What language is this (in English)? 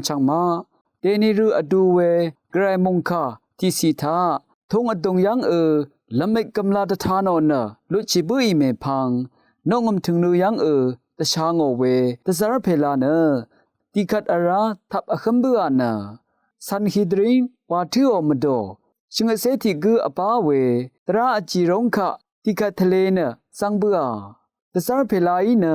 Rawang